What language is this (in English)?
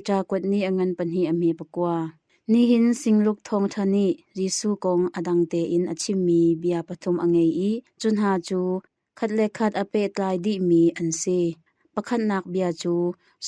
Hakha Chin